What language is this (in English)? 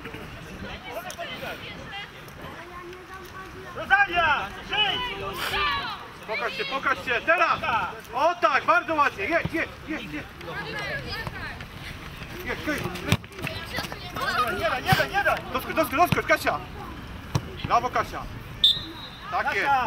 Polish